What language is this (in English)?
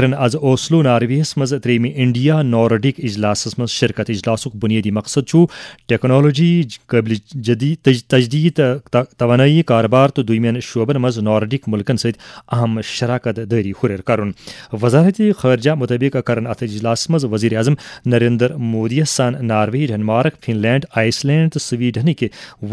Kashmiri